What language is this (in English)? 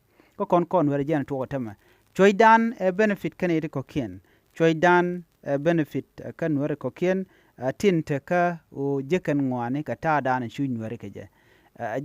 Nuer